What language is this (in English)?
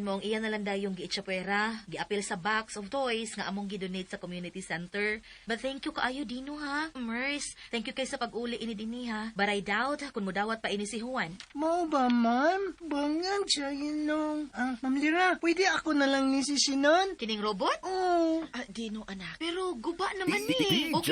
Cebuano